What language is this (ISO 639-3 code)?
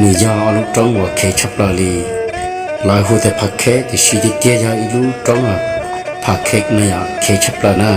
hmn